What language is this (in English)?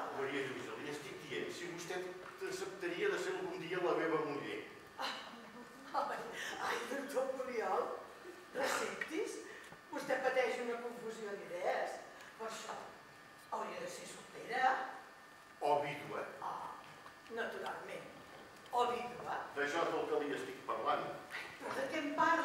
Catalan